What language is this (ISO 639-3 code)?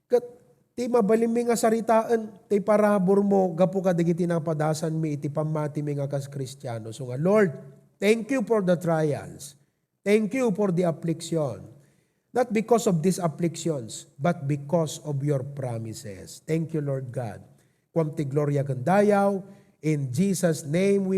ilo